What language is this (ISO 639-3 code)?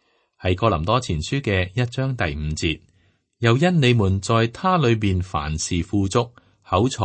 yue